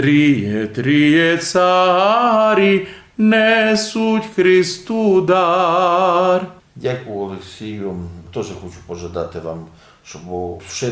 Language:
Rusyn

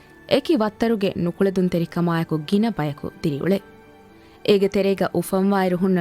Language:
Divehi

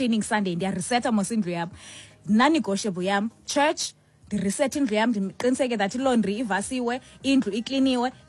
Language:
Xhosa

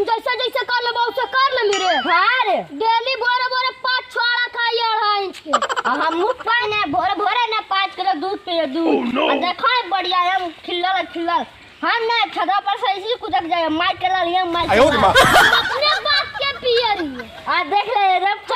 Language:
Magahi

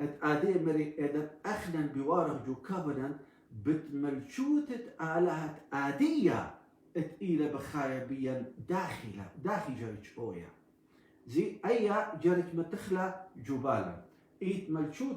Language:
Assyrian Neo-Aramaic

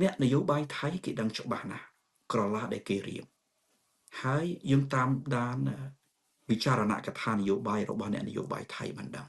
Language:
Khmer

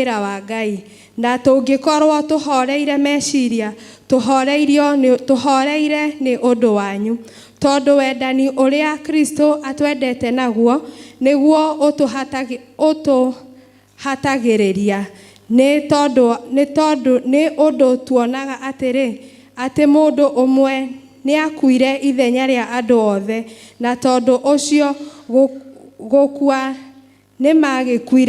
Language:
Kikuyu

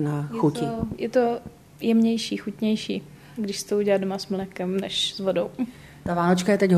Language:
Czech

